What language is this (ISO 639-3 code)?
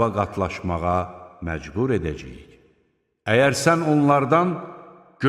aze